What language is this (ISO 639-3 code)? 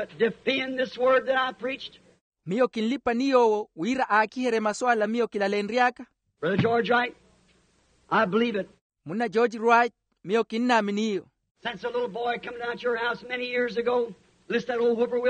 vmw